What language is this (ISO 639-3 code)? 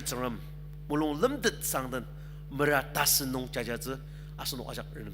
njo